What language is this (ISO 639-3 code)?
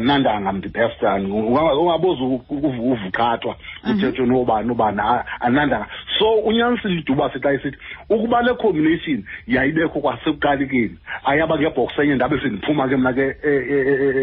xho